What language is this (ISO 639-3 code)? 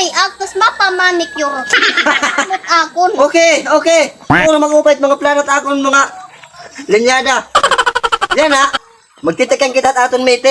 war